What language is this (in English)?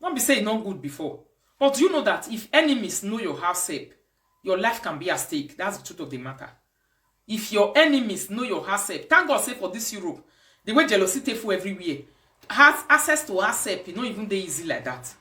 Nigerian Pidgin